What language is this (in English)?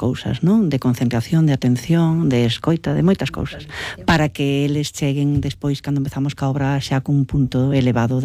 Galician